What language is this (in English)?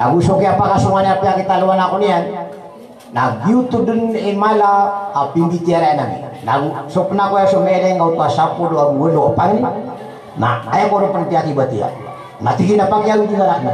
Maranao